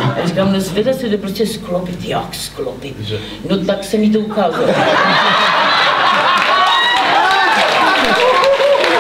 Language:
Czech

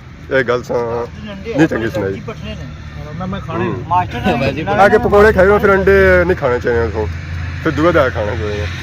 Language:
Pahari-Potwari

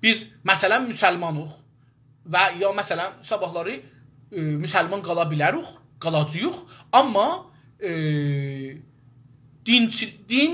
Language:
South Azerbaijani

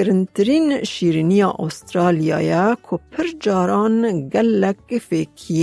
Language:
Kurdish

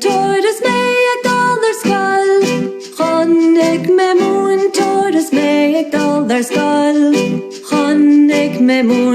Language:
Irish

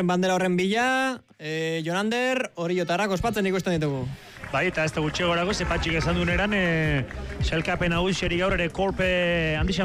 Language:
Basque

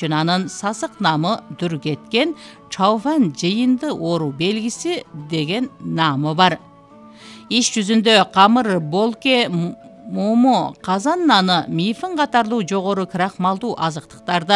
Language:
Kyrgyz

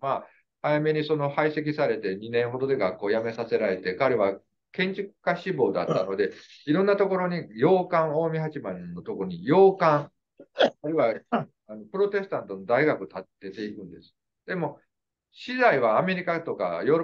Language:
Japanese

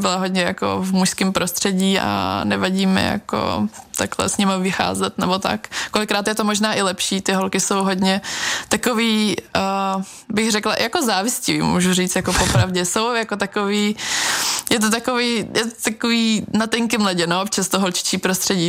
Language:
Czech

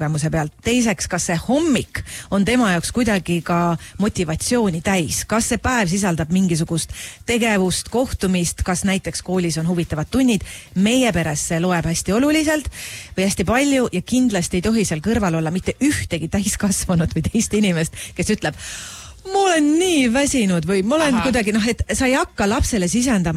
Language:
Estonian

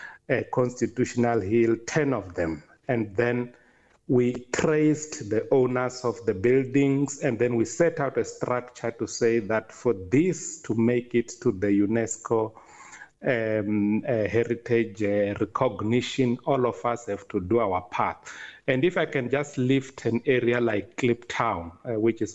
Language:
English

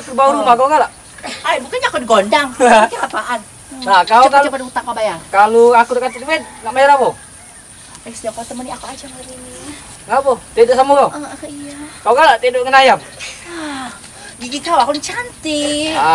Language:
Musi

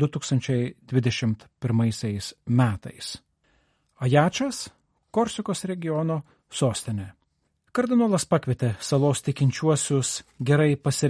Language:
Lithuanian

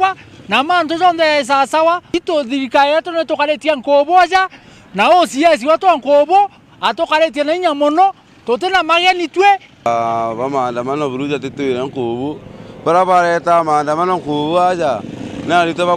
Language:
Meru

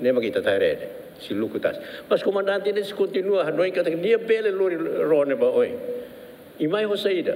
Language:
Tetum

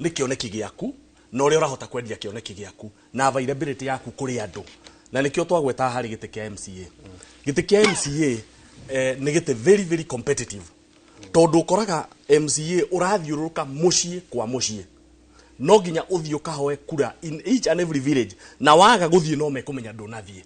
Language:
Kikuyu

